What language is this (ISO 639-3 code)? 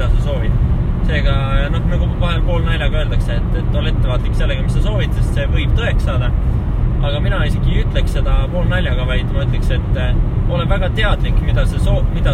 est